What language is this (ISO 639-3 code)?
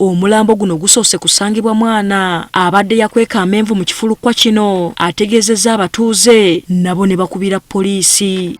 lug